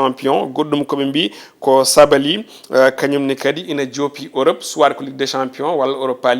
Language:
Fula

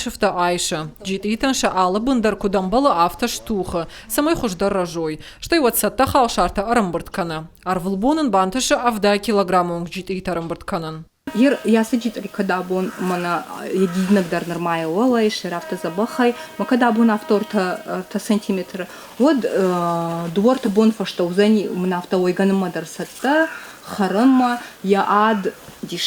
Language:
Ossetic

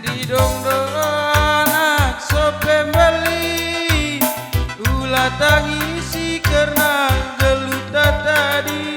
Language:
Batak Karo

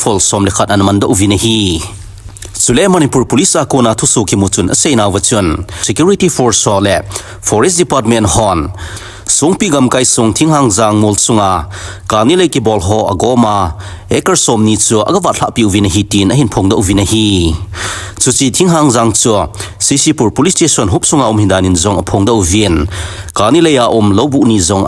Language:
Thado Chin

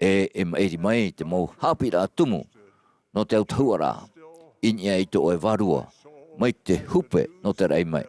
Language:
Tahitian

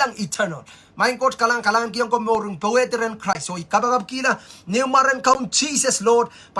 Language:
Pohnpeian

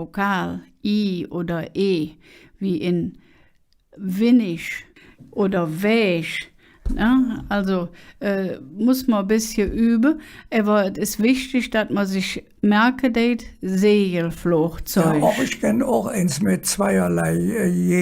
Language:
Colognian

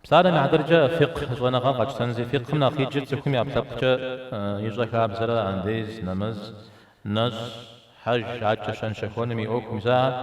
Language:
Kabardian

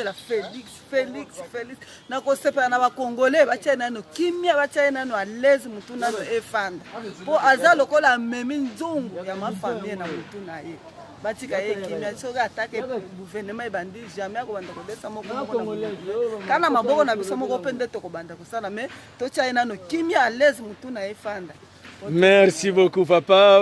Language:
Lingala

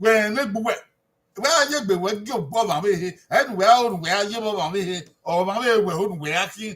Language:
Bini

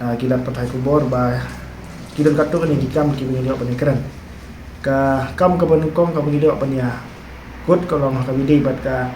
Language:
Khasi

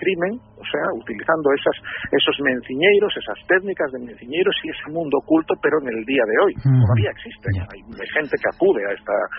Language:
Spanish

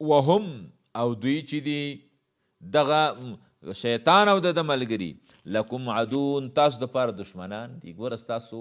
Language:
Pashto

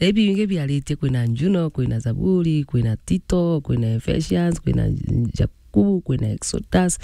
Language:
Meru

